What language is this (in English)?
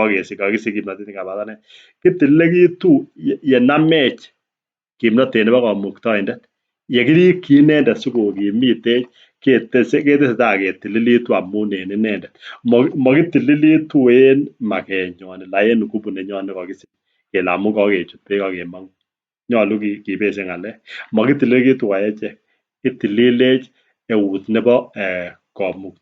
Kalenjin